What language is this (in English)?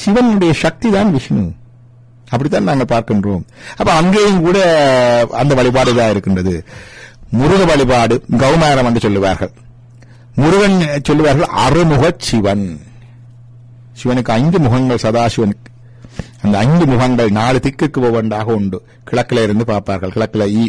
Tamil